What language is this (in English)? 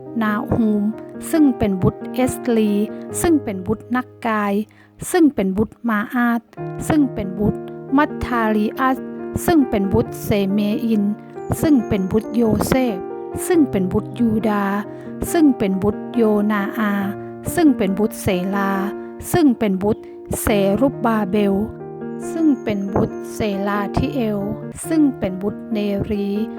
Northern Thai